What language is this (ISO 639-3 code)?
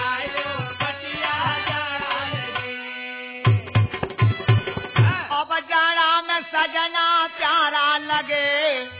bho